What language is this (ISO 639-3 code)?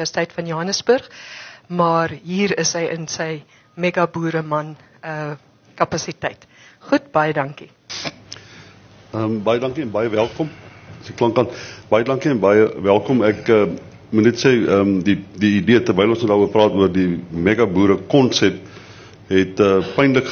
afr